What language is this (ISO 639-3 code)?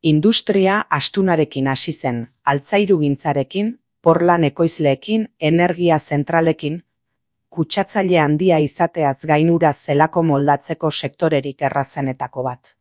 eus